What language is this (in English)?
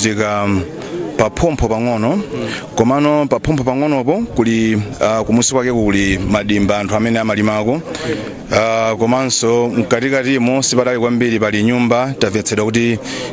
Nyanja